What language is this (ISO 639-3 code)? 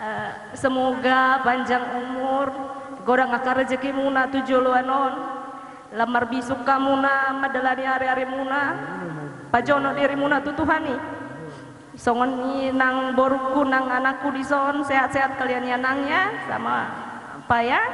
bbc